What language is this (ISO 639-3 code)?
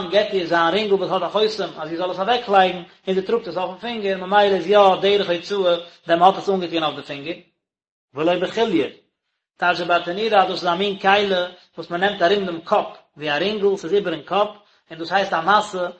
yid